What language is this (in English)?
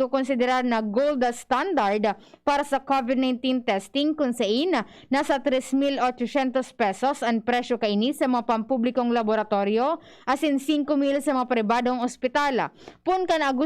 Bikol